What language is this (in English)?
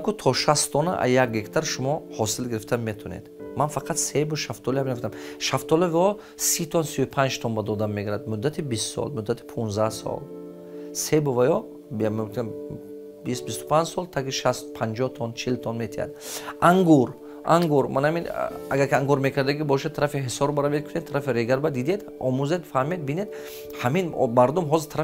Tajik